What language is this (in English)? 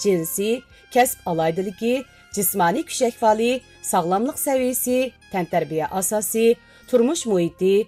Uyghur